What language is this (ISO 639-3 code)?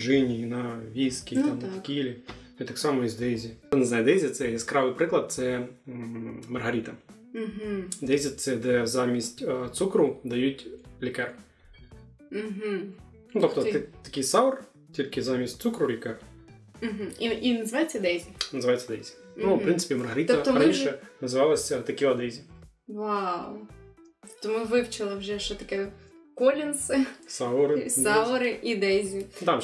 ukr